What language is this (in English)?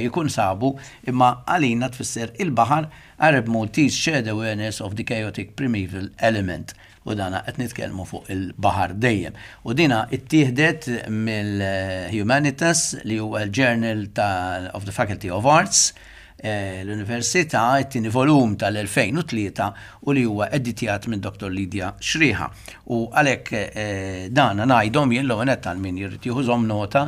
Maltese